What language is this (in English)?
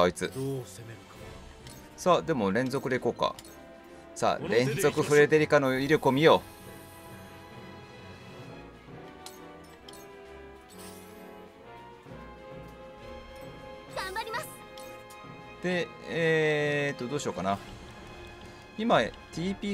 Japanese